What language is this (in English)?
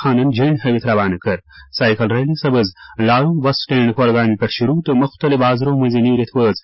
Kashmiri